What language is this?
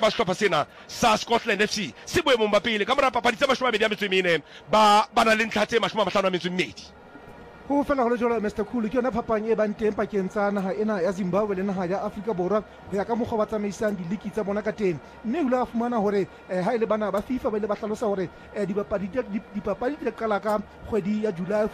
Southern Sotho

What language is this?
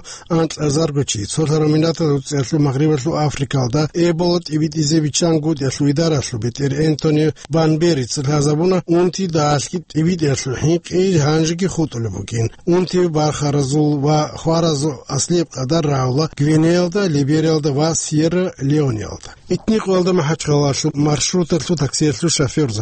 Avaric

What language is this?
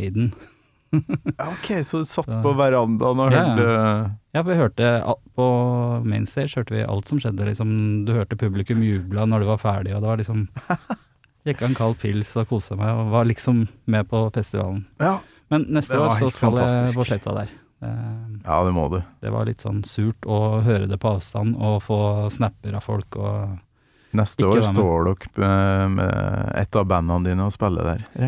Norwegian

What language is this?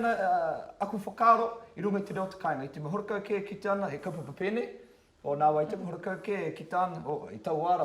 Māori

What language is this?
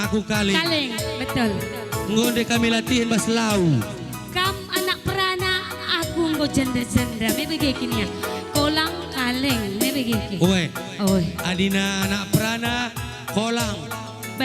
Batak Karo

